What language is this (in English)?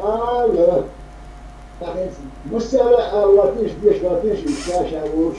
Chechen